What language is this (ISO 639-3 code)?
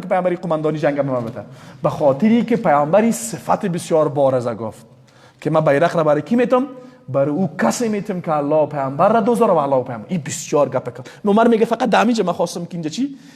fas